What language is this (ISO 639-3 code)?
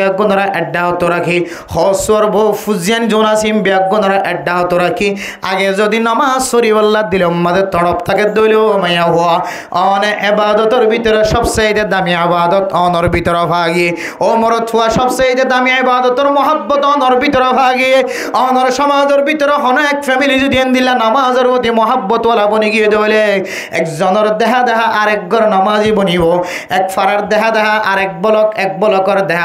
rhg